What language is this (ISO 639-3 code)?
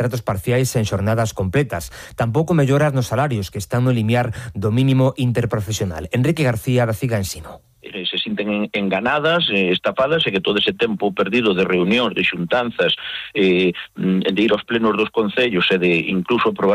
glg